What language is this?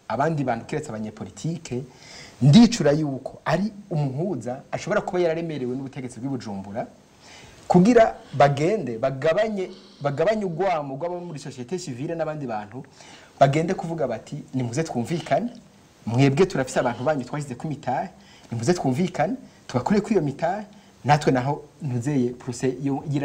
Rundi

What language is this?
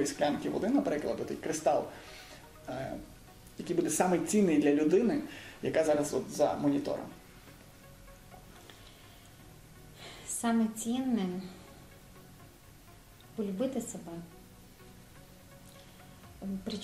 Ukrainian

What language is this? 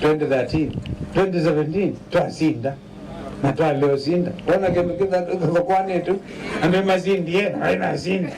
Kamba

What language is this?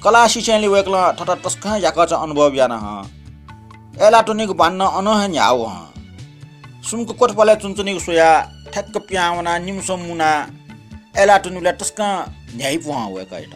Newari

